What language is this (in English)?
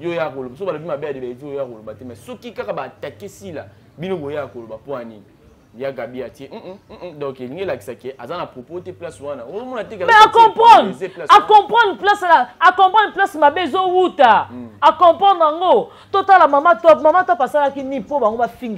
Lingala